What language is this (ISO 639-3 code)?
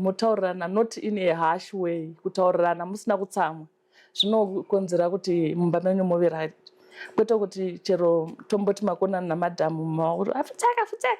sna